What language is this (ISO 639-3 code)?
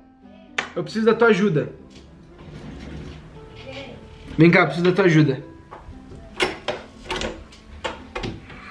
por